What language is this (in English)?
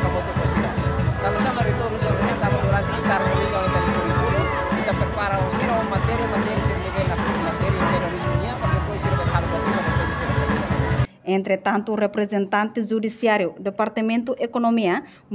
Tetum